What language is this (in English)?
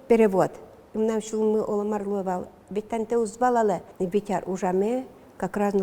Udmurt